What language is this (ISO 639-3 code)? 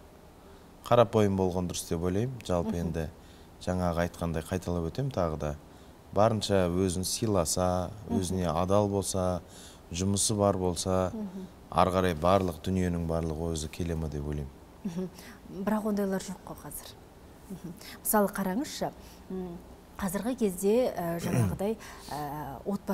kaz